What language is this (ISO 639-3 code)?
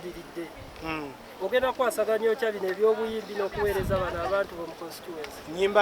lug